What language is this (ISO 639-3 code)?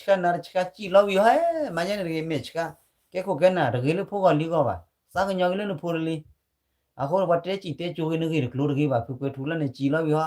ksw